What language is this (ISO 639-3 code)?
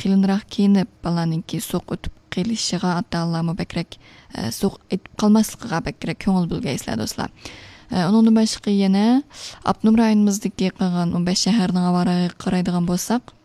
uig